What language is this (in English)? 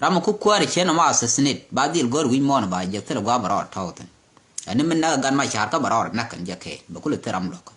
Nuer